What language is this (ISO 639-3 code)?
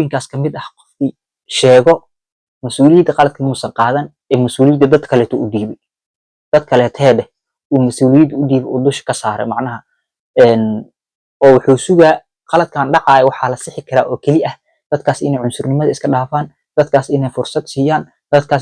som